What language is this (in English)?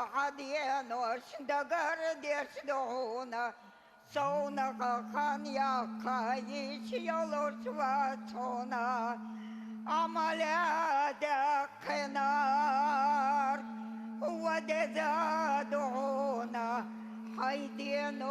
Chechen